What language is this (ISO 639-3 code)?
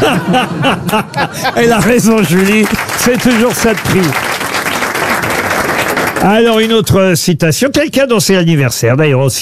fra